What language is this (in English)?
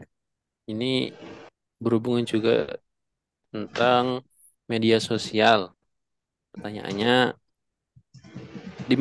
Indonesian